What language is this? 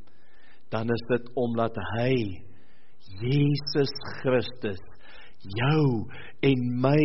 Afrikaans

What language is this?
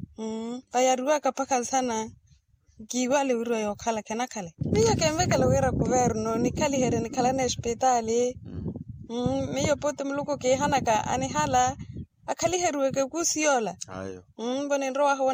Makhuwa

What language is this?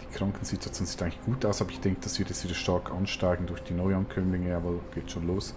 Swiss German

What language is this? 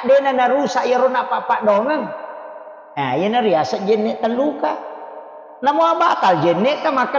Buginese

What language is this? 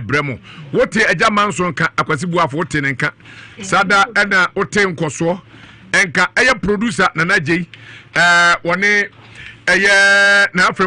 Akan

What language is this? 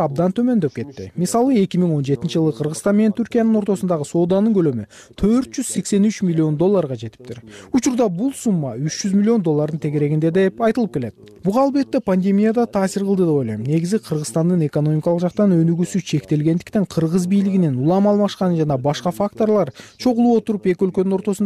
Kyrgyz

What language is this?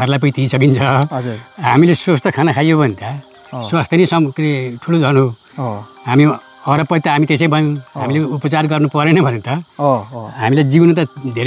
Nepali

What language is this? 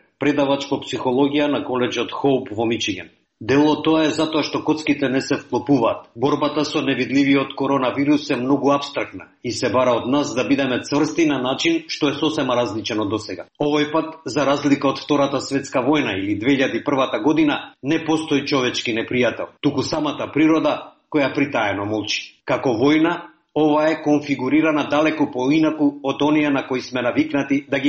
Macedonian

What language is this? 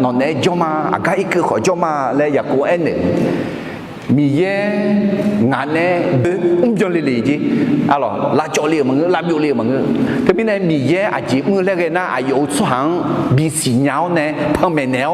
Akha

